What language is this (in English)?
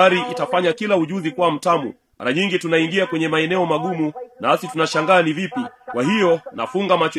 Swahili